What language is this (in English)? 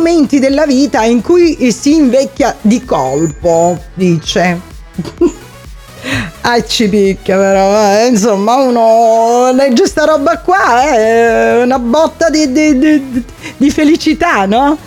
Italian